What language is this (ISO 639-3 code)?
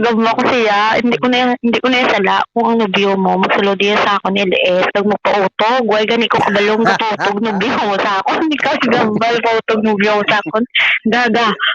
hil